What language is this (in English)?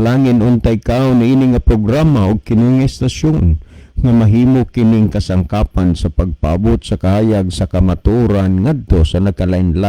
Cebuano